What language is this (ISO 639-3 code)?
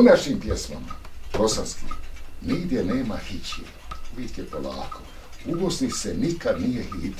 bos